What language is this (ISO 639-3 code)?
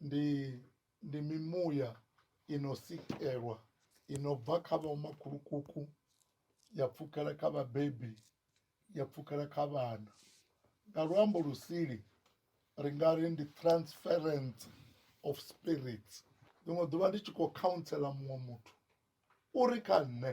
ven